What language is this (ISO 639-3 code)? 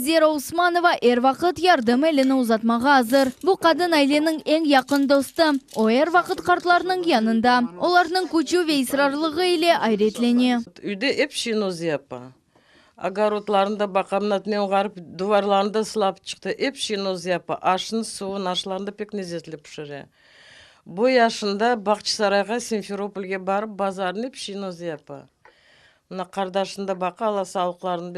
crh